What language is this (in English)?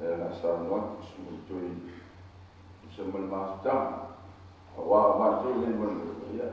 Samoan